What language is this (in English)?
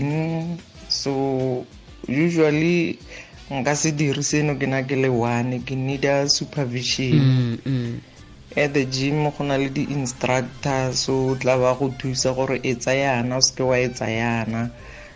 Tswana